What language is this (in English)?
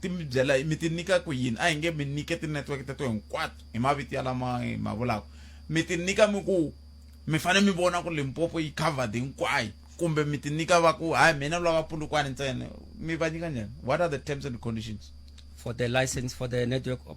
Tsonga